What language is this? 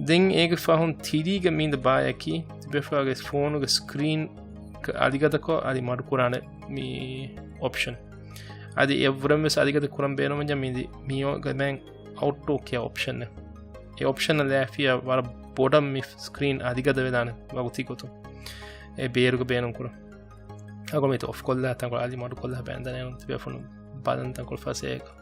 Divehi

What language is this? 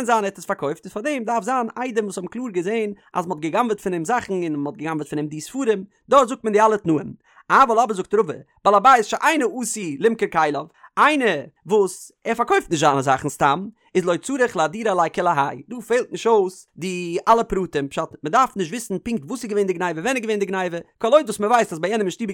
Yiddish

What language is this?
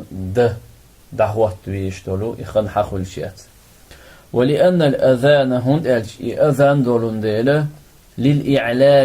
Chechen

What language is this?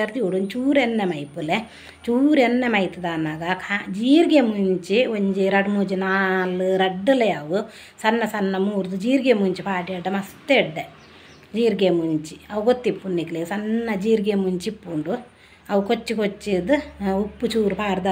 Tulu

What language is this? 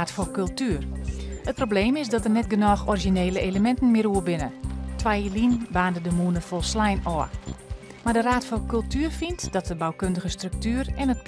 Western Frisian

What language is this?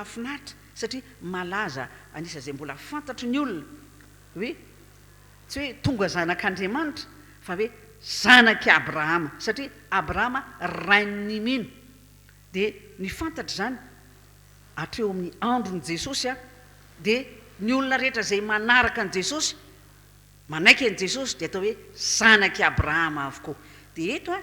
Malagasy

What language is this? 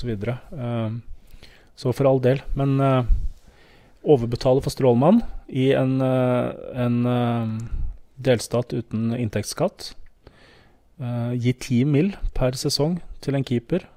Norwegian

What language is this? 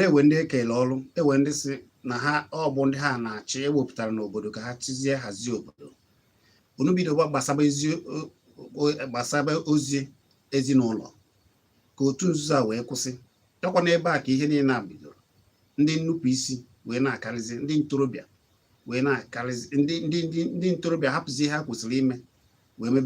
Igbo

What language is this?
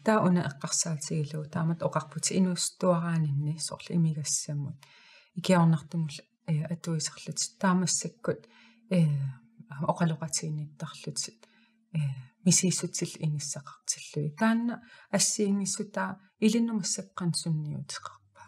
Kalaallisut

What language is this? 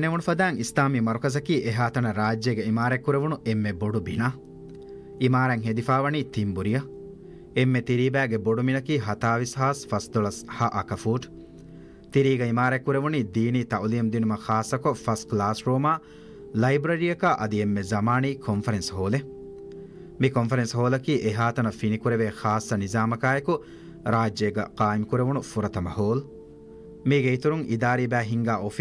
Divehi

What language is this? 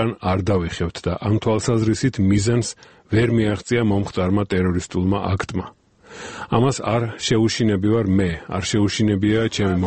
Georgian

